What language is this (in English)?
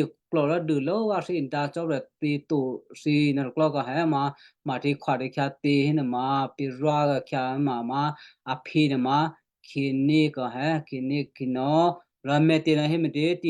Western Kayah